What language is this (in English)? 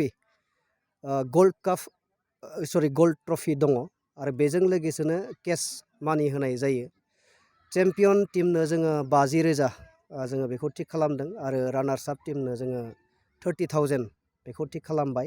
Bodo